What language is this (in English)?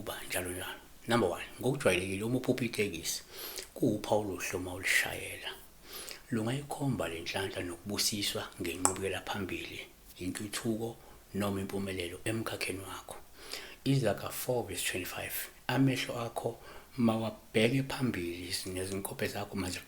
Zulu